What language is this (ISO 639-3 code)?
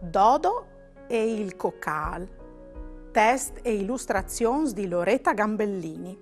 fur